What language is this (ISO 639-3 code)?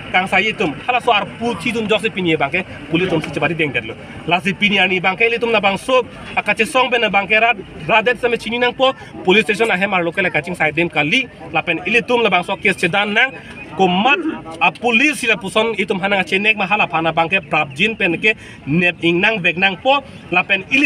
mjw